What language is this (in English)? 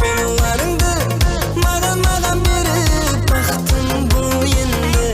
Kara-Kalpak